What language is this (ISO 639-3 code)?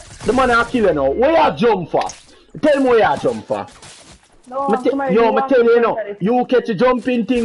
jam